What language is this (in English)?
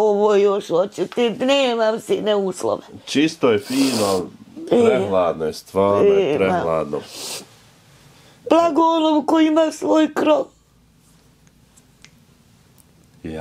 Bosnian